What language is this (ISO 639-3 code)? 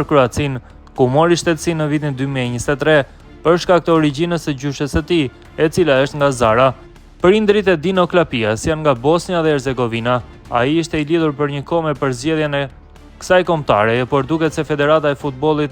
sqi